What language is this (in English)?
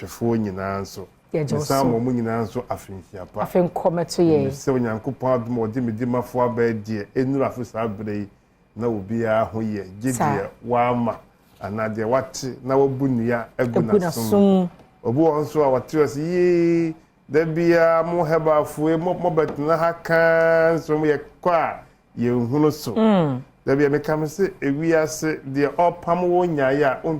Akan